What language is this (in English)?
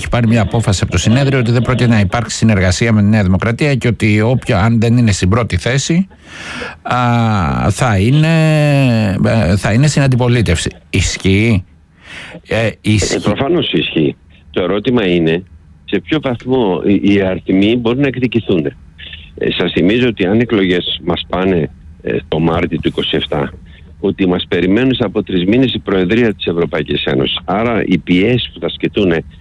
Greek